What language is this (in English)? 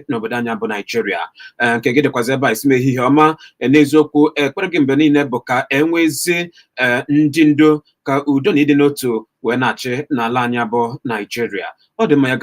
Igbo